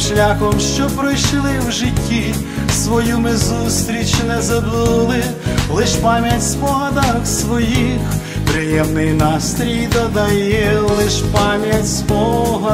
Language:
Ukrainian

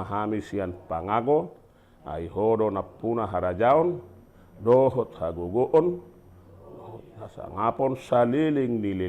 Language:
Batak Toba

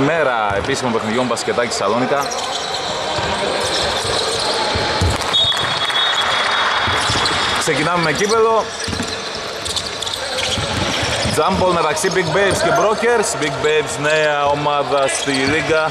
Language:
Greek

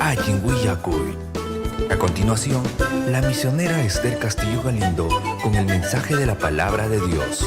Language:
Ayacucho Quechua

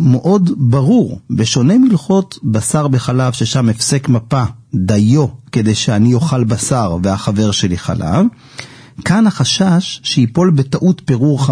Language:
Hebrew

